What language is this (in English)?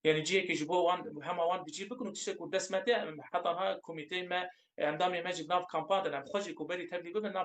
Kurdish